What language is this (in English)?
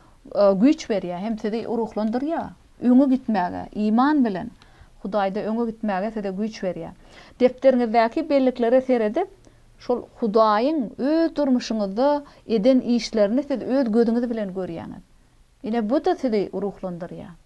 Turkmen